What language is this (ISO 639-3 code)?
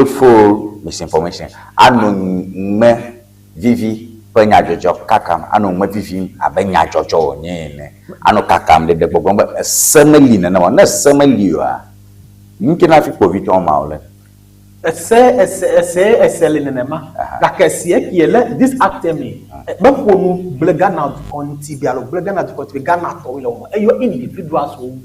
ewe